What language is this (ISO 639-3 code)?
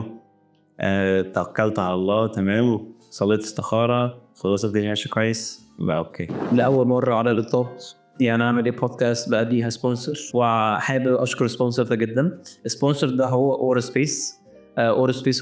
arz